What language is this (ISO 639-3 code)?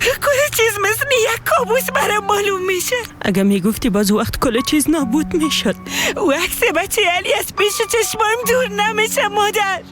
fas